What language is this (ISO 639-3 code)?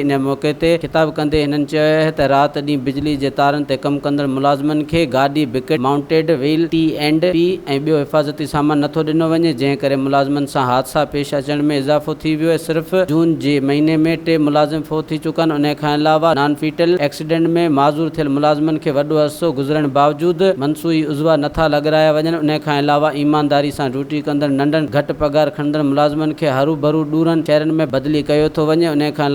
snd